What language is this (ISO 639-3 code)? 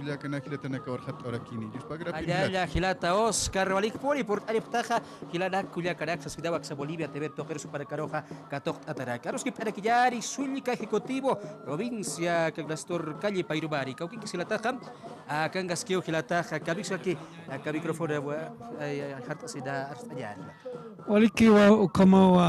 aym